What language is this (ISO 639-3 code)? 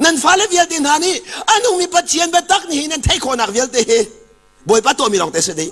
cnh